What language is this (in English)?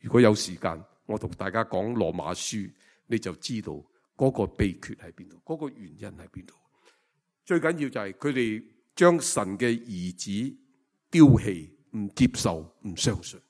Cantonese